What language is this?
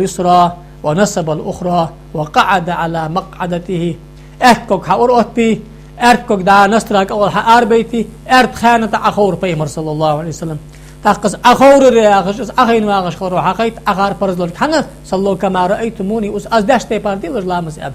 Ingush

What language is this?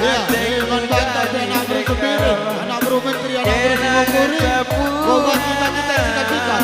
Batak Karo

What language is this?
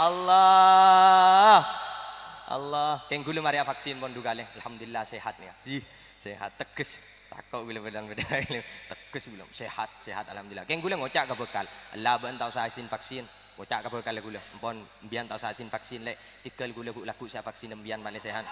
Madurese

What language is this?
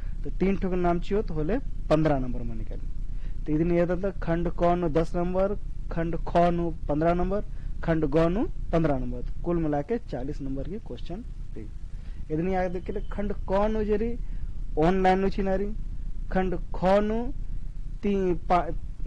Kurukh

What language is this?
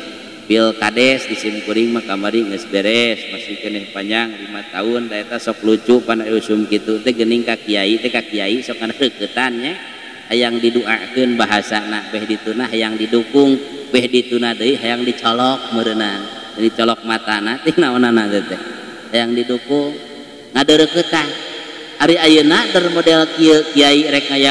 Sundanese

